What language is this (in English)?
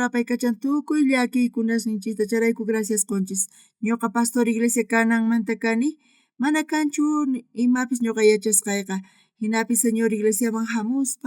South Bolivian Quechua